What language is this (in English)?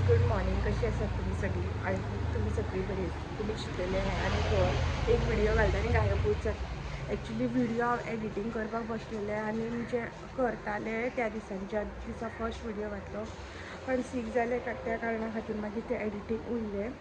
Konkani